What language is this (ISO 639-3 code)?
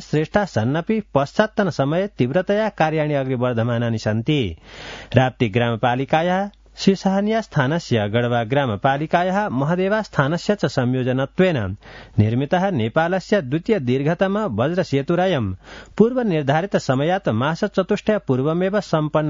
san